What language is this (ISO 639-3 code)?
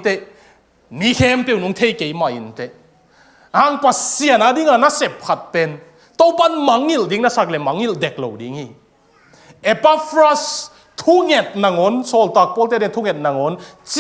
ctd